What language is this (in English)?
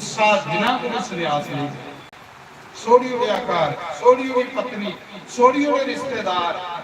Dogri